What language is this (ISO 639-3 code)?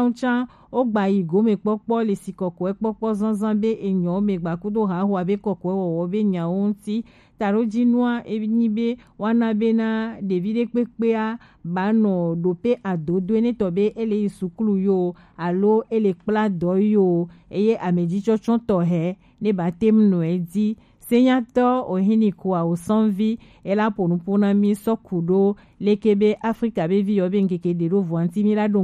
gej